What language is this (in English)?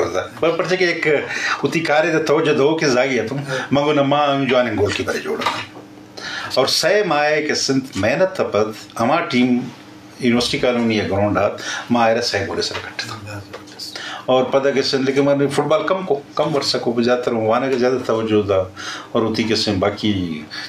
Eastern Balochi